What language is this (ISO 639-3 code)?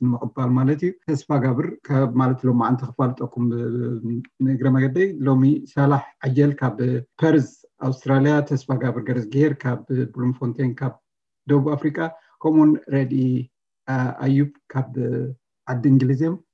tir